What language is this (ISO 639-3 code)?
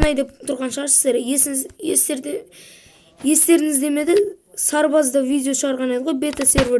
kaz